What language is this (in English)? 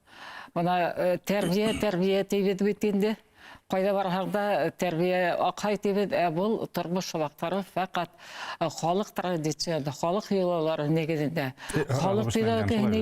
Bashkir